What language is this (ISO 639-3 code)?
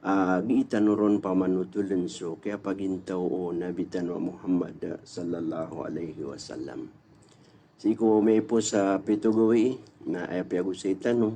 mrw